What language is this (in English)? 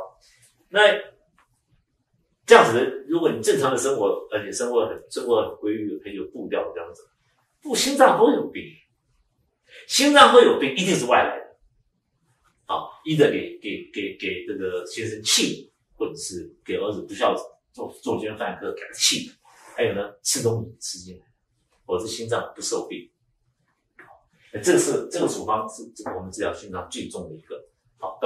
Chinese